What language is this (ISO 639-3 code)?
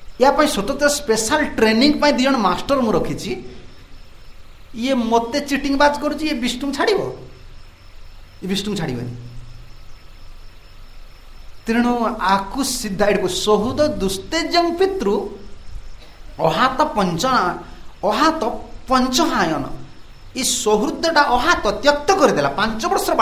ori